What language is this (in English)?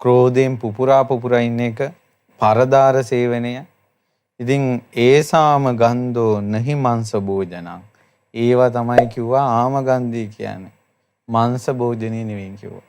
Sinhala